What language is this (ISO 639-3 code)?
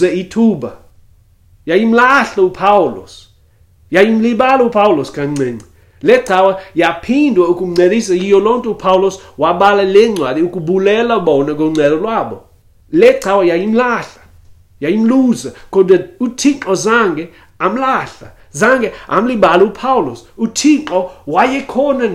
xho